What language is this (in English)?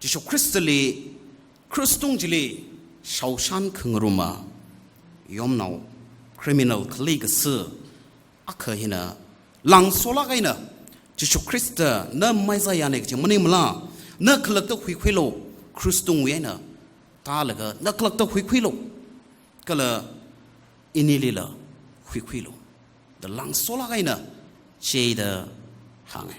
Tangkhul Naga (India)